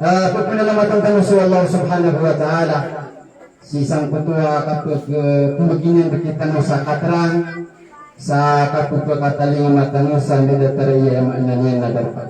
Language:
Maranao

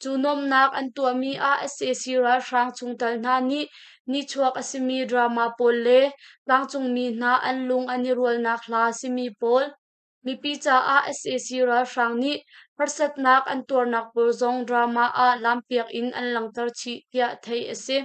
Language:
Hakha Chin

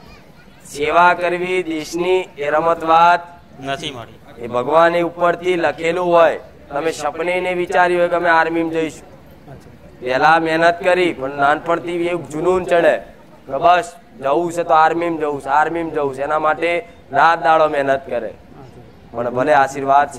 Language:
Gujarati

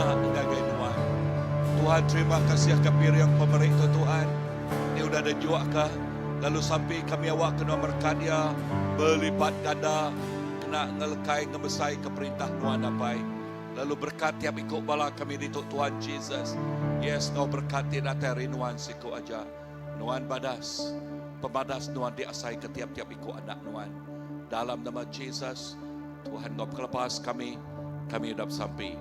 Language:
Iban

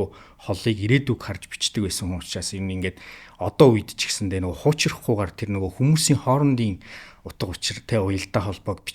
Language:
Mongolian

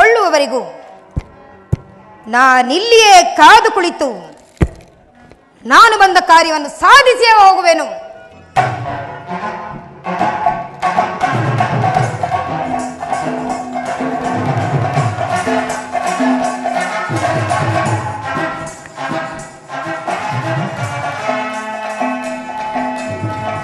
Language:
Kannada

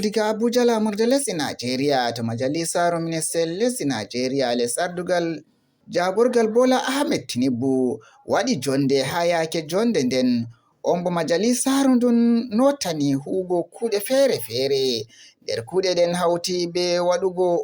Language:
Fula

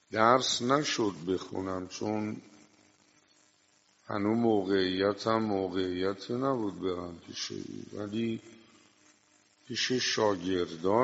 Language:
Persian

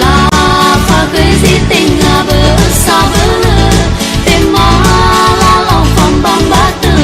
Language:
Nias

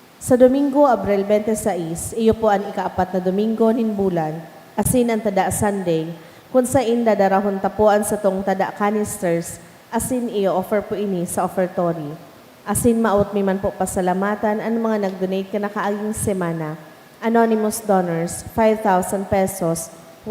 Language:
Bikol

